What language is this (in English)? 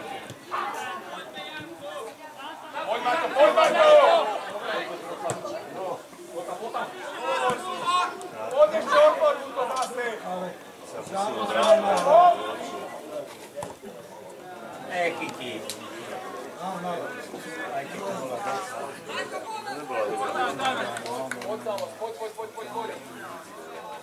Slovak